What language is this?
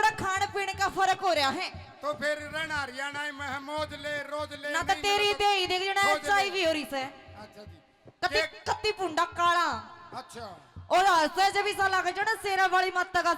Haryanvi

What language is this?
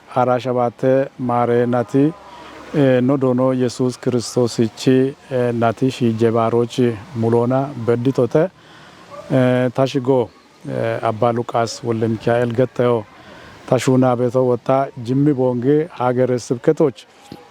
Kafa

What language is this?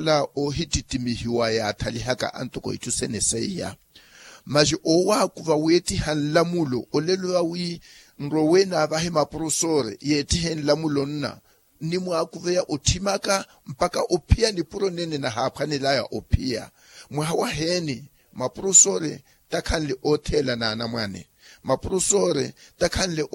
Makhuwa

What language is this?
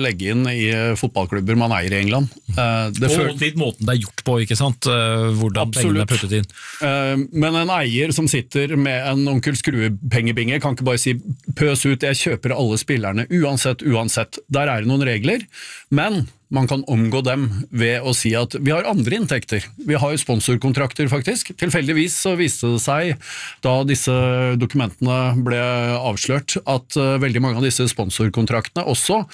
Norwegian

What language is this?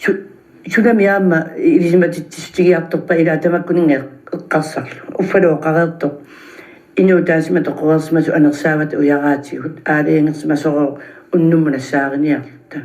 Kalaallisut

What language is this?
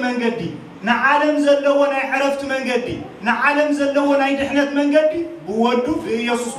Tigrinya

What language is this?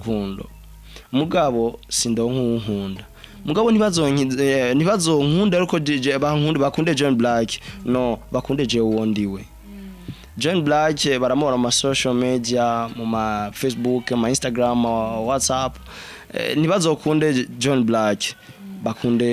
Rundi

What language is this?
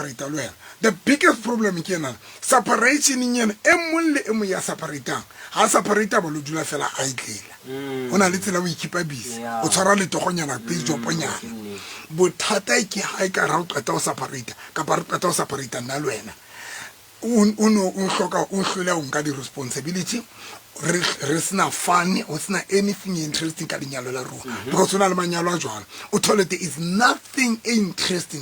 Southern Sotho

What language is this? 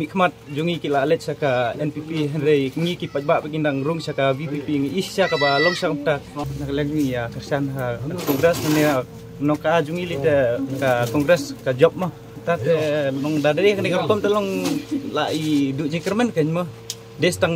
Khasi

